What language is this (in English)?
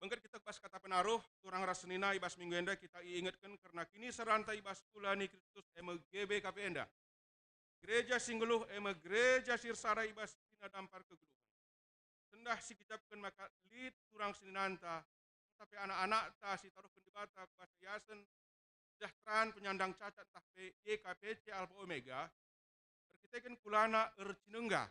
Batak Karo